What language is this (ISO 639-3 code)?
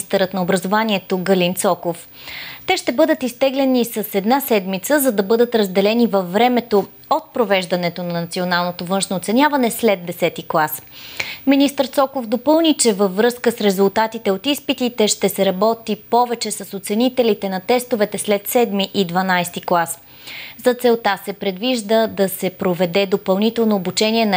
bul